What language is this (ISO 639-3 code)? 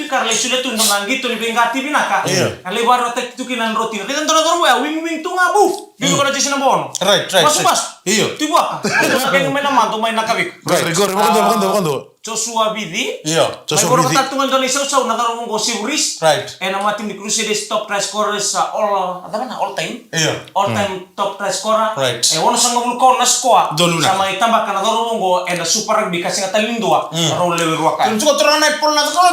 fij